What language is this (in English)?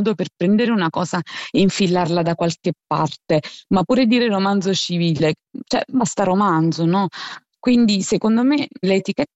Italian